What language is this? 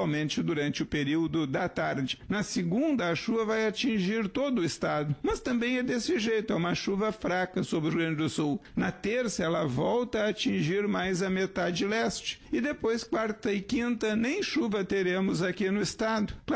Portuguese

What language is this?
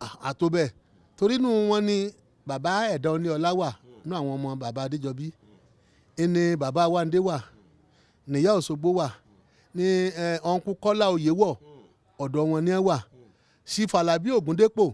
Yoruba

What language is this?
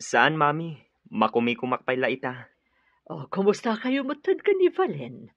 Iloko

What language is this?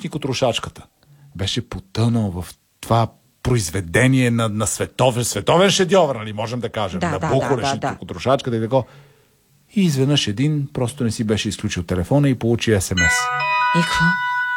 Bulgarian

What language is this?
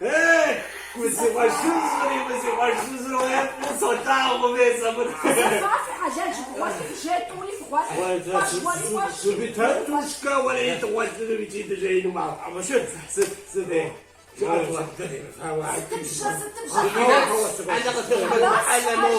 Kabardian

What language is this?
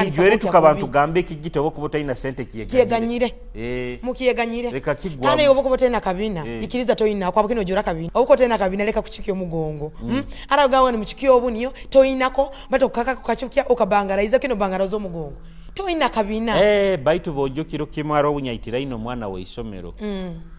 Nyoro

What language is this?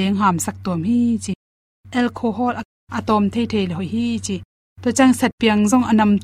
Tedim Chin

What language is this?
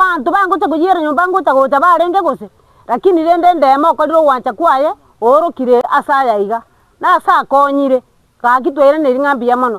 Gusii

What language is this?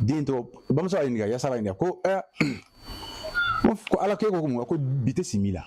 Bambara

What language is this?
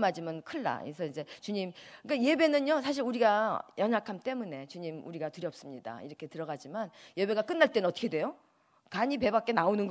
Korean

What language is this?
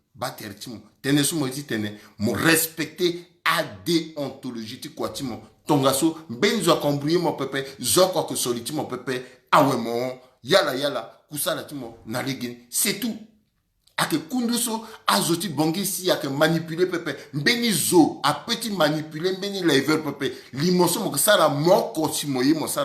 Sango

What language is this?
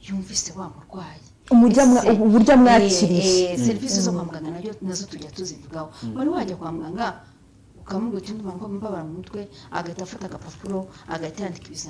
Kinyarwanda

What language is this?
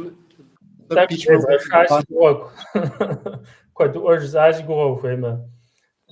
Kabardian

